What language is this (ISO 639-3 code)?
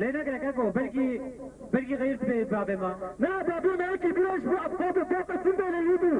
kur